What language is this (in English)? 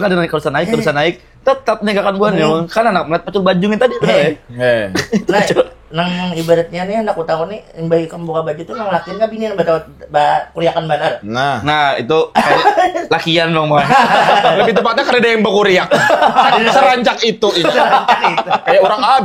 Banjar